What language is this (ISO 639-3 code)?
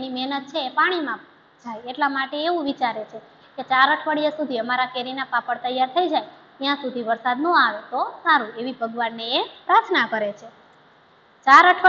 guj